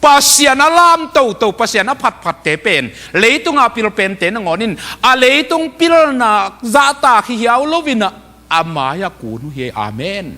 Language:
Tedim Chin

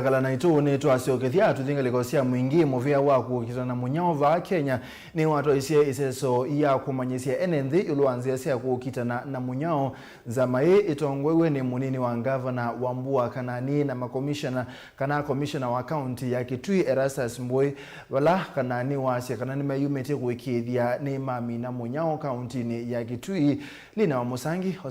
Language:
Kamba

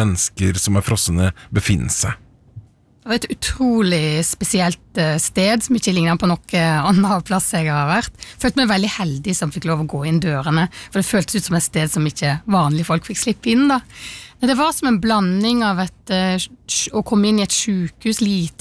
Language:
Norwegian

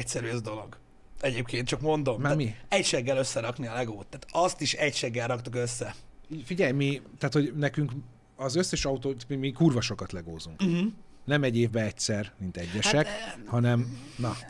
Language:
Hungarian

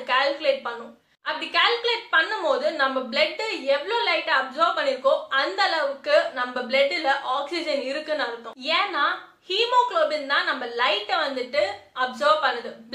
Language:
Tamil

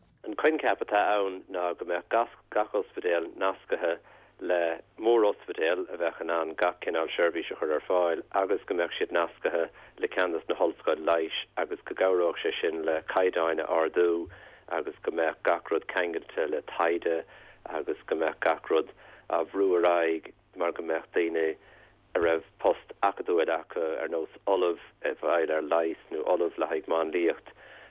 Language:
Irish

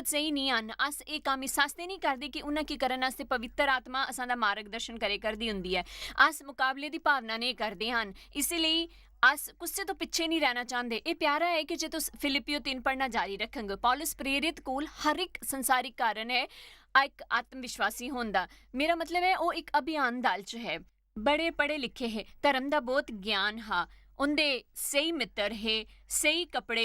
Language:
Dogri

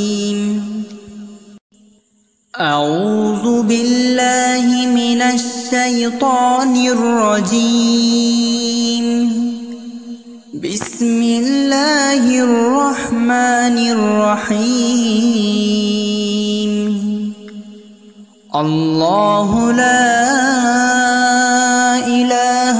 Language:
Arabic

